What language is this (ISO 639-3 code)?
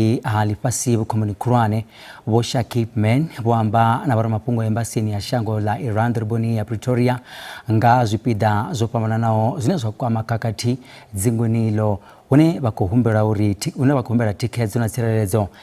ven